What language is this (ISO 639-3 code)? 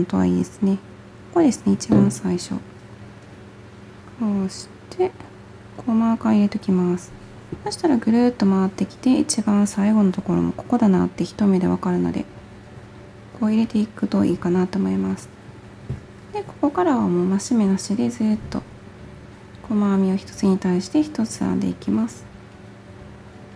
jpn